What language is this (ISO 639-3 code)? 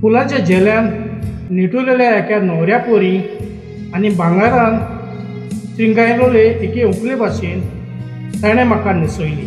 kok